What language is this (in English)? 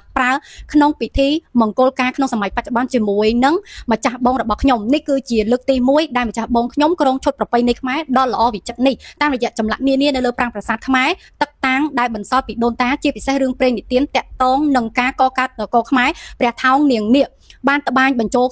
Khmer